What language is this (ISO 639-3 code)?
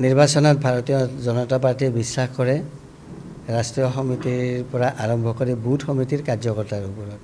asm